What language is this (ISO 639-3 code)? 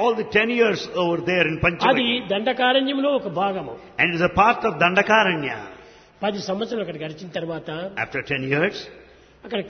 tel